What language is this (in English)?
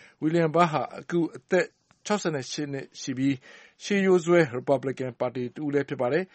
Burmese